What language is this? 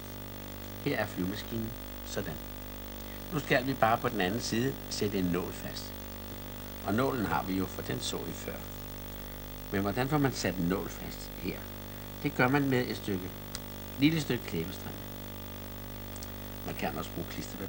Danish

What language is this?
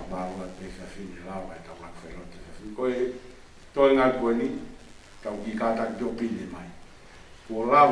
Tongan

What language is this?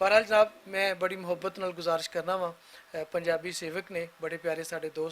Western Panjabi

